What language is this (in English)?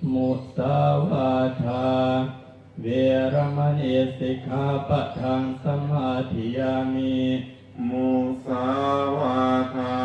Pali